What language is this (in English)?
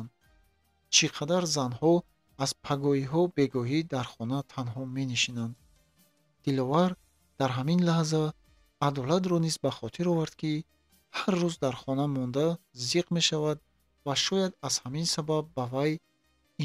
Tajik